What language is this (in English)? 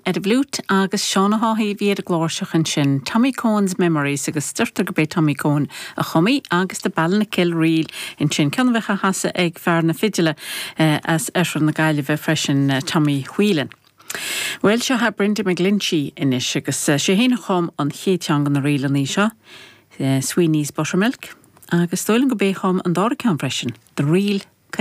Irish